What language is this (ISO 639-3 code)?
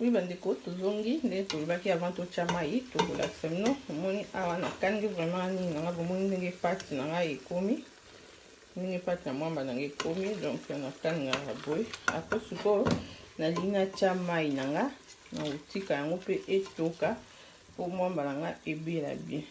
lin